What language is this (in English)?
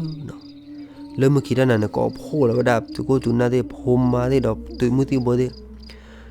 S'gaw Karen